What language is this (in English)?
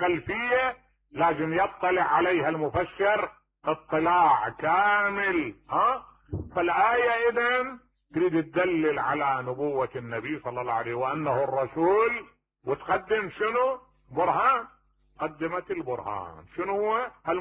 Mesopotamian Arabic